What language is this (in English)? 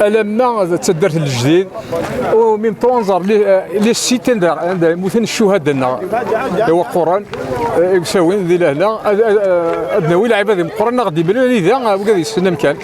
Kabyle